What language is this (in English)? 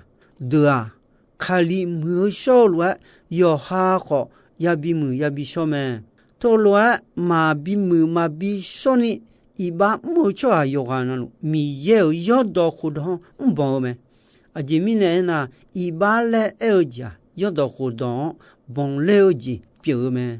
Akha